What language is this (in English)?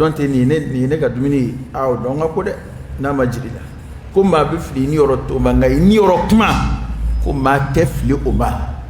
Dyula